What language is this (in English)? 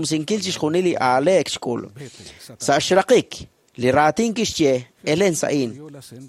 Kekchí